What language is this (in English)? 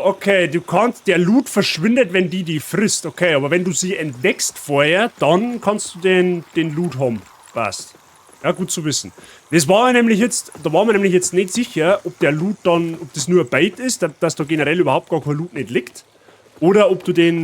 Bavarian